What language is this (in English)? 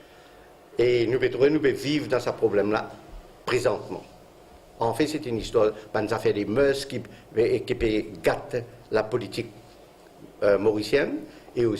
Morisyen